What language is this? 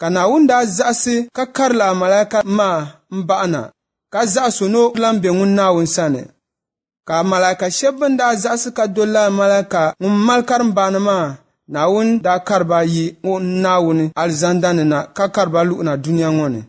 Dagbani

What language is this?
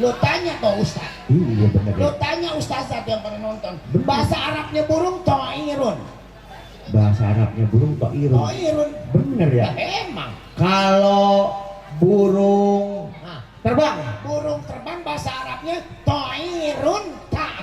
Betawi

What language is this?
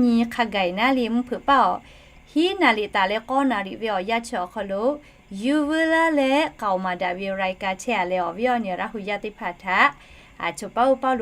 Lahu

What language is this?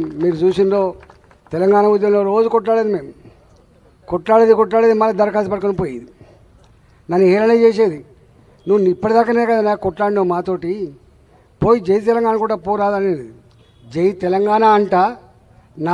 Telugu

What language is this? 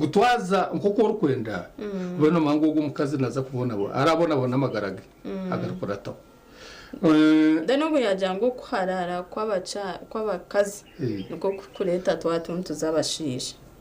Nyankole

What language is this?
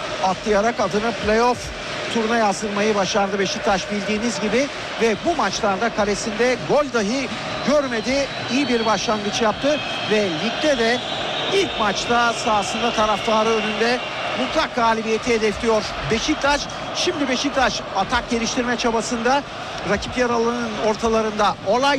Turkish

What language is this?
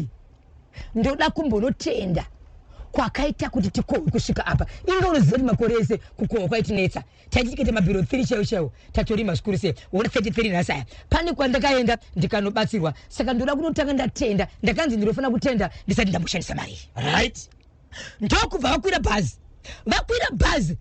Shona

